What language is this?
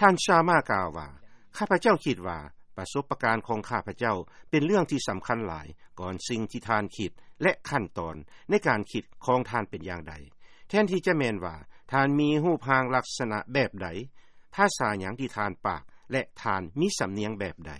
Lao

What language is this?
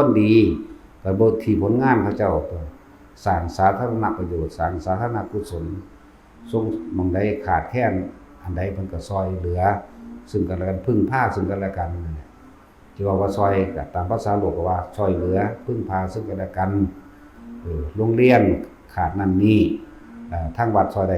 Northeastern Thai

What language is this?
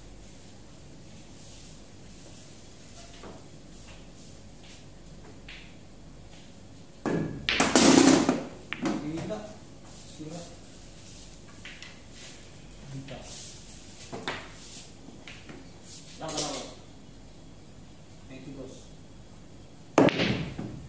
Filipino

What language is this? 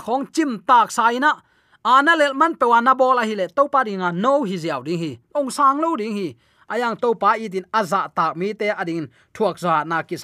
Tedim Chin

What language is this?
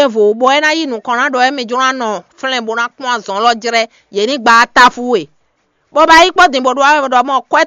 Fon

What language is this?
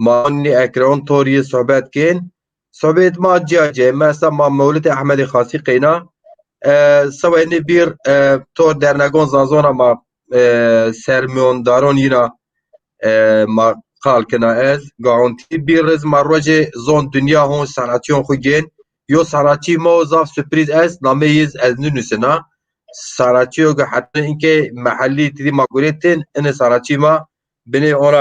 Zaza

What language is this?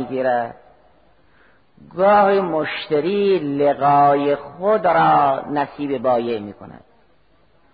Persian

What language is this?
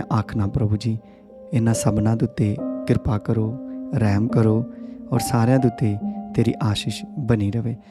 Dogri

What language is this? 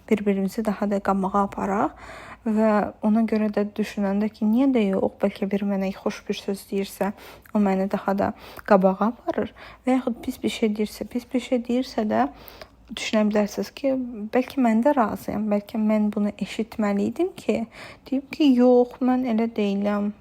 Azerbaijani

